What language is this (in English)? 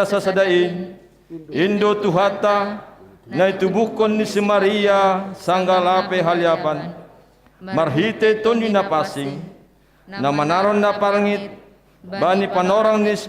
Batak Simalungun